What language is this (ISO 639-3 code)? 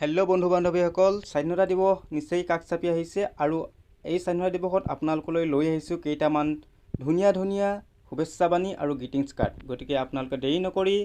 asm